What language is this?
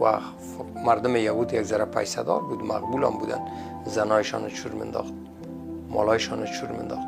Persian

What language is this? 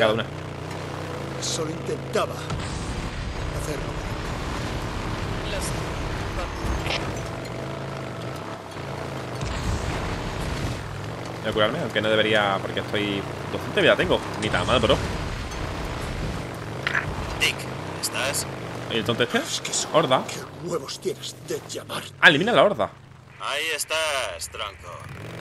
Spanish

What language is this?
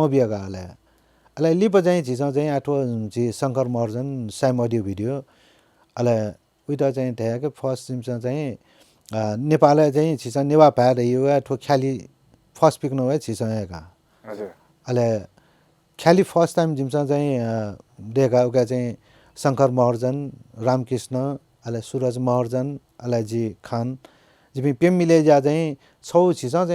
Newari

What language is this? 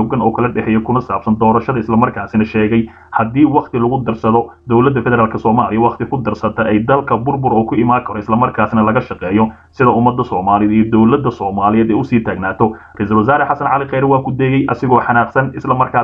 Somali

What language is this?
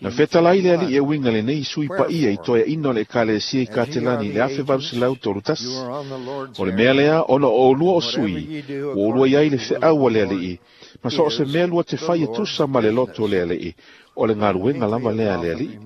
Samoan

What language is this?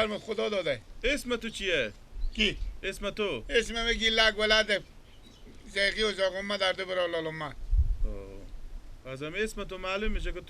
Persian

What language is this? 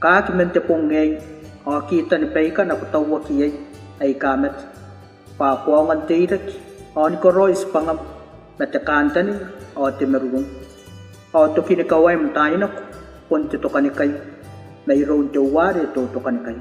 Gilbertese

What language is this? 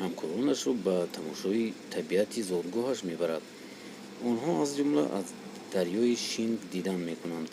Tajik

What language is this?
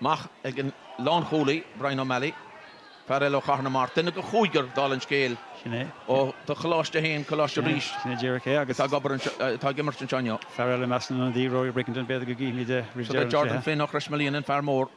Irish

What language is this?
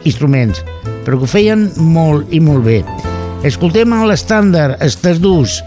Catalan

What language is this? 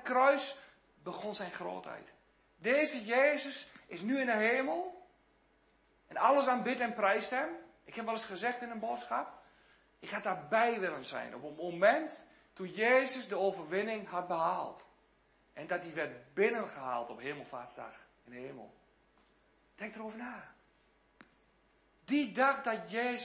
Dutch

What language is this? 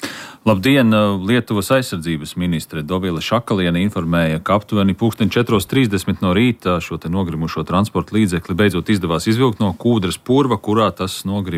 Latvian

